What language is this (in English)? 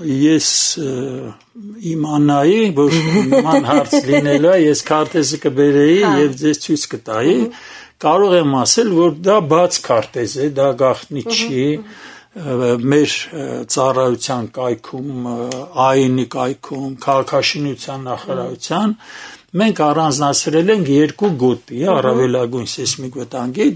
Armenian